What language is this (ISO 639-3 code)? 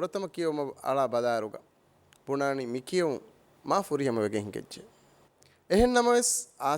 div